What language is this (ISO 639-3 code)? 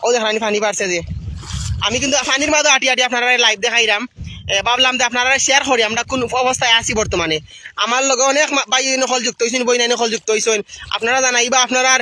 syl